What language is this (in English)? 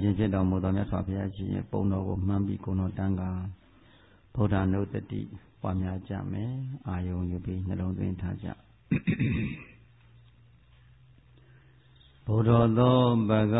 Burmese